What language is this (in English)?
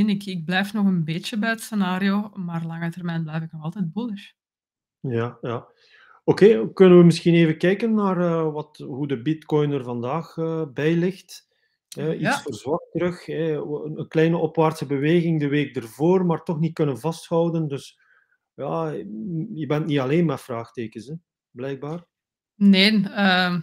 Dutch